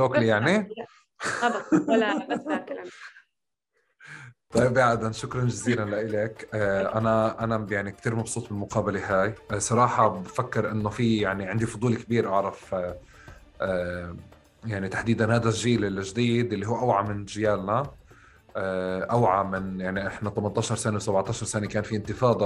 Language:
North Levantine Arabic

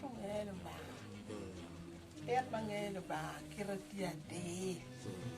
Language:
Acoli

